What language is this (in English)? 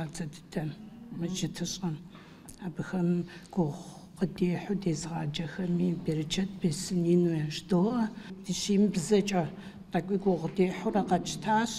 Adyghe